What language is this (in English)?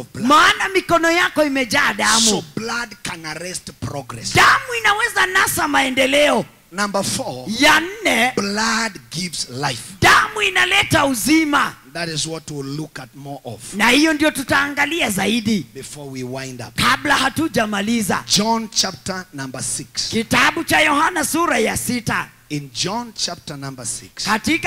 Swahili